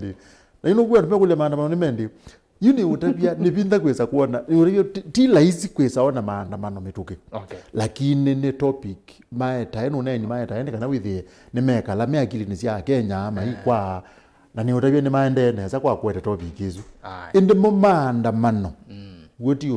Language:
Kamba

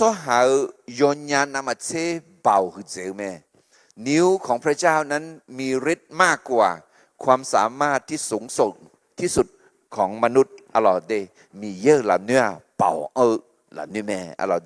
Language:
Akha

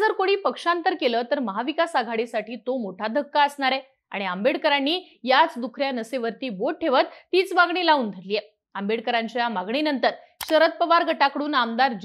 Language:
Marathi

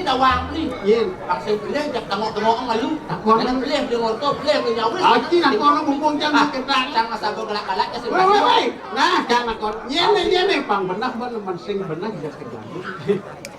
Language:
Balinese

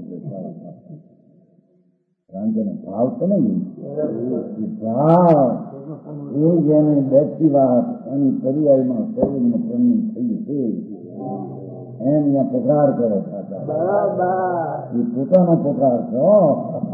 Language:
Gujarati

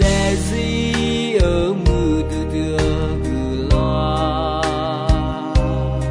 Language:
Akha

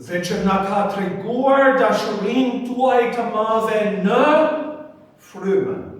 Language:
Albanian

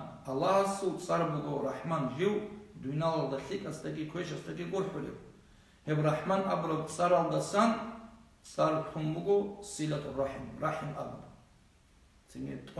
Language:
Avaric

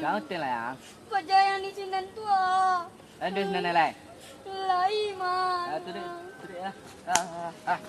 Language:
Minangkabau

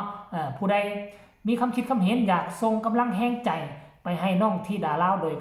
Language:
Northeastern Thai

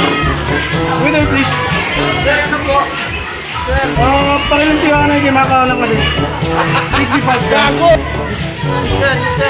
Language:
Waray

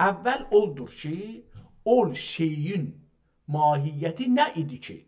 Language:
South Azerbaijani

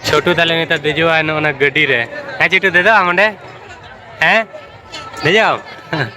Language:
Santali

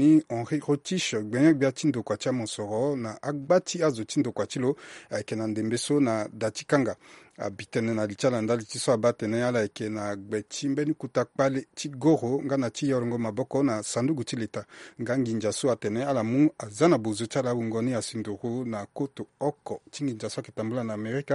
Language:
Sango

